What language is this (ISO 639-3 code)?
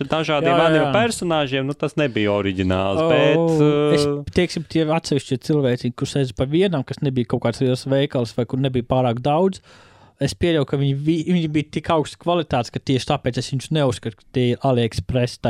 lav